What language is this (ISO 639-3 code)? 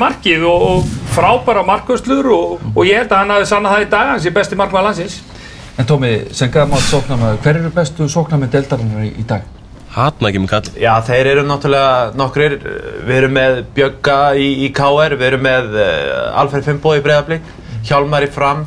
isl